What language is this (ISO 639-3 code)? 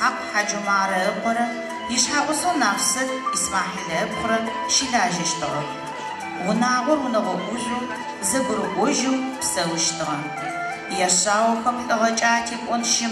ady